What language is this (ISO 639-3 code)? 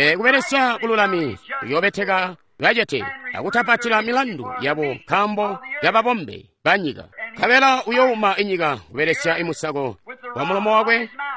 toi